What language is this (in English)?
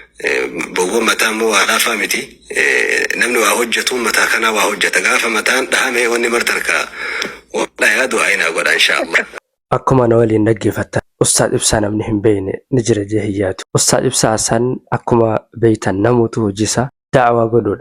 Oromo